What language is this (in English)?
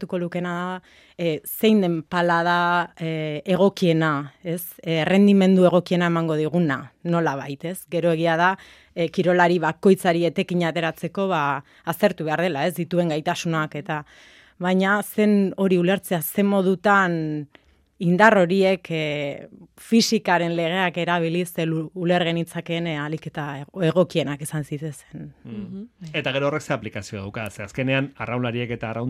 Basque